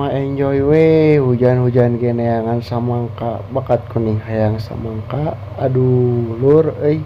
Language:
Sundanese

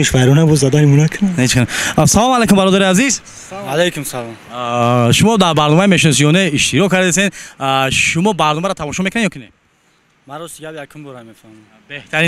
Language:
Tajik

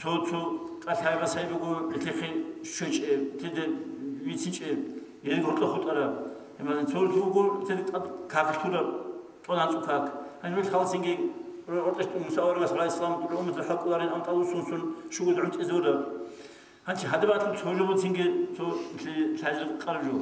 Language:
Avaric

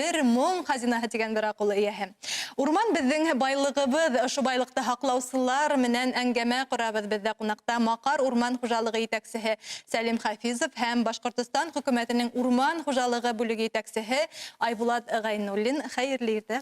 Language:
Bashkir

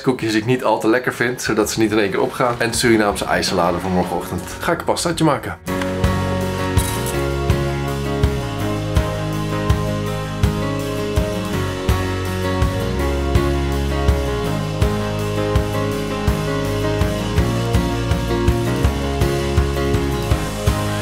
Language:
Dutch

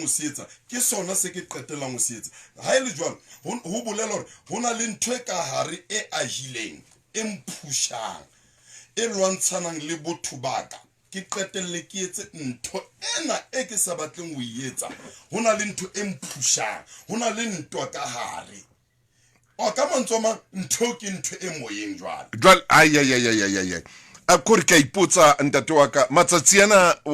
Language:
Southern Sotho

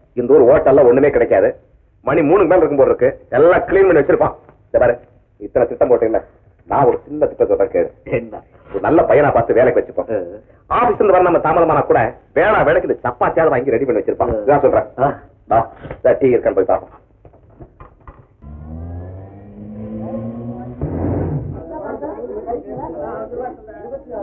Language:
Tamil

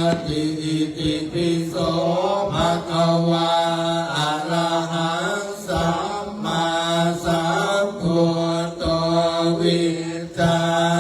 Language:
Pali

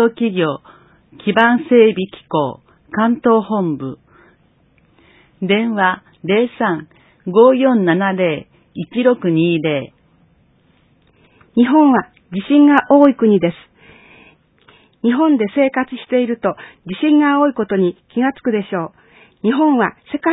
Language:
Japanese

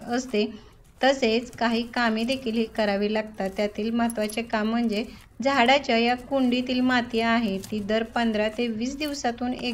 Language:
Marathi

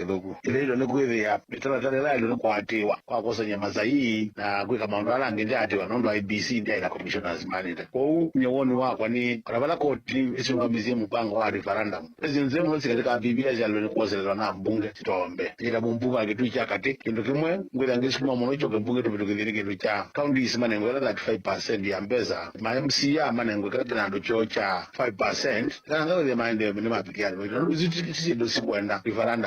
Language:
Kamba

